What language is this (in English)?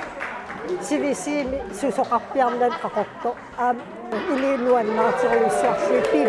Kalaallisut